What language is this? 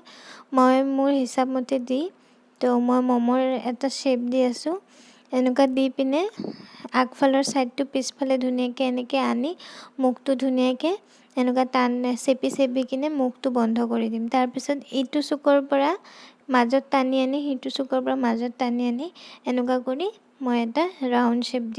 Assamese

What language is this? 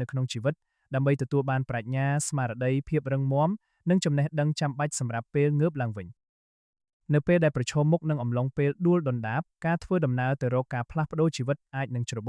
Khmer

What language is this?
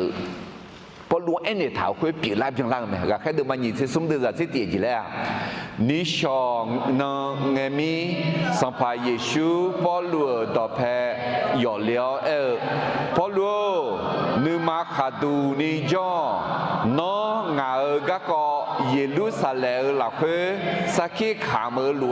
Akha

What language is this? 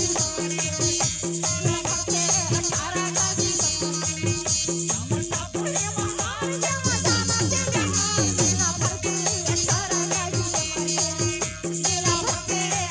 Chhattisgarhi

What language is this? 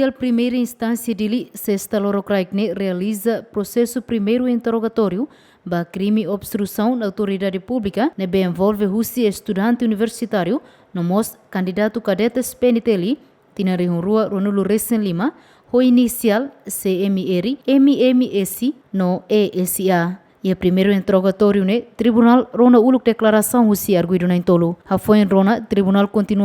Tetum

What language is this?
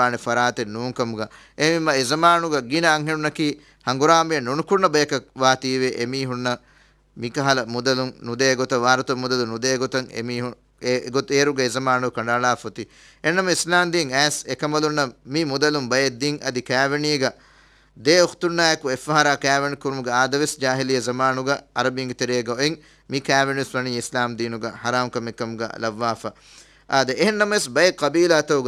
Divehi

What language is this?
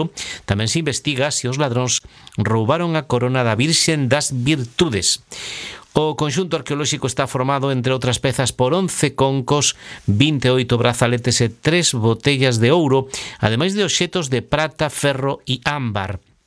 Galician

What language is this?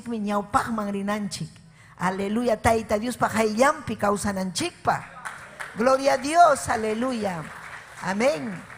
Ayacucho Quechua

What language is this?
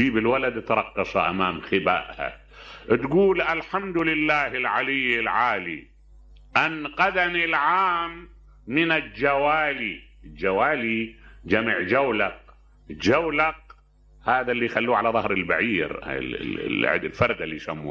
Mesopotamian Arabic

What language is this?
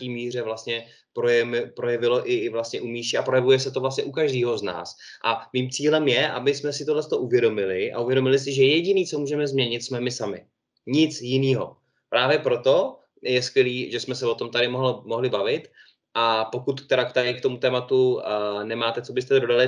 Czech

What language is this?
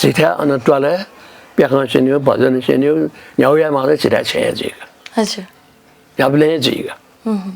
Newari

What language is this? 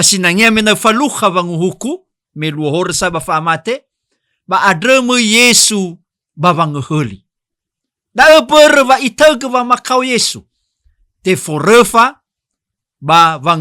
Nias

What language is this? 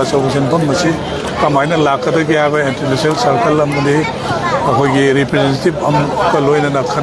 Manipuri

